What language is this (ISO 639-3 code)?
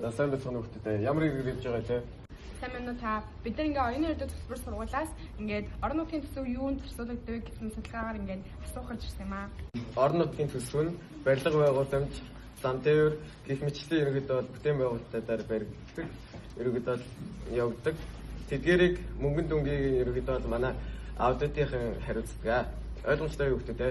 mon